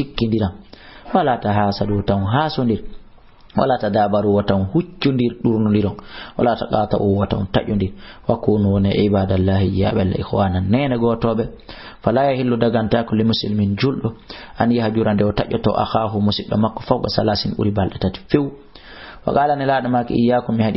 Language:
Fula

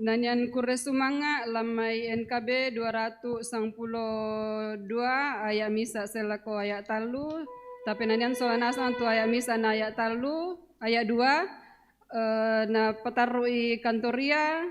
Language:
Toraja-Sa'dan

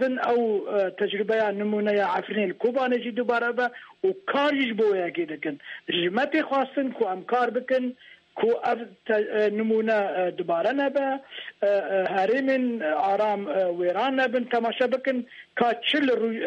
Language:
Kurdish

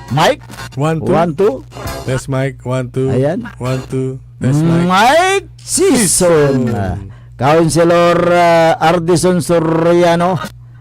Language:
Pangasinan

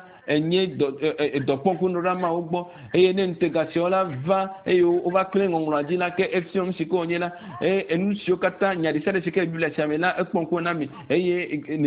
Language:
Ewe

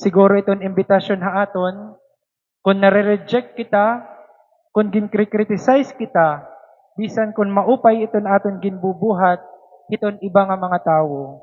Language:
Waray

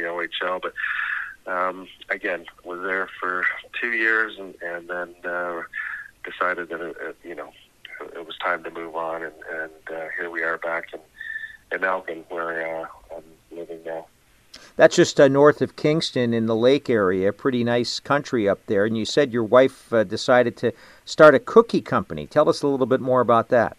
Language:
English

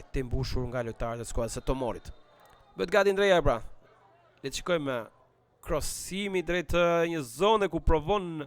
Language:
Albanian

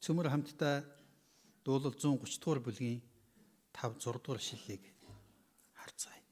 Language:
Mongolian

